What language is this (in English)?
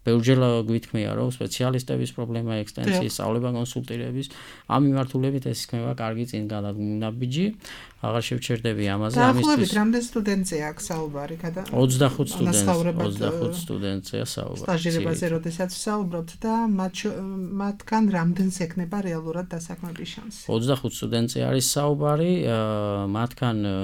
Georgian